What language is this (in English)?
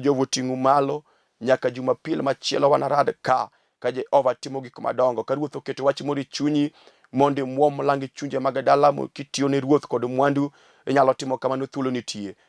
Luo (Kenya and Tanzania)